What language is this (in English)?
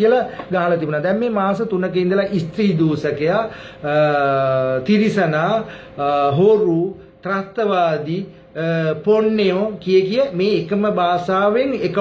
Sinhala